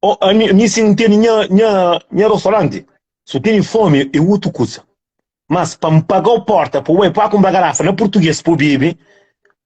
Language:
Kabuverdianu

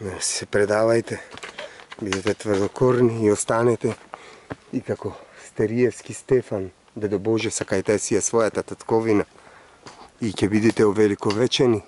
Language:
Macedonian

